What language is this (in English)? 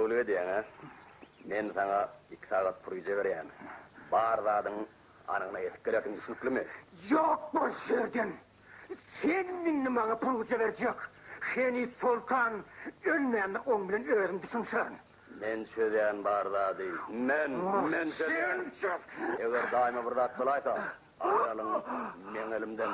Turkmen